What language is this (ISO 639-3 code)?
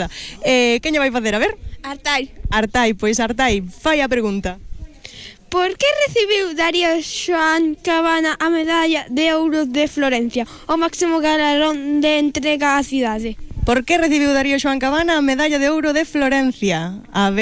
glg